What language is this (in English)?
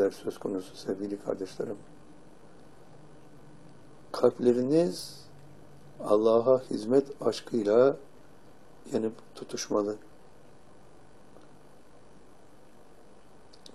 Turkish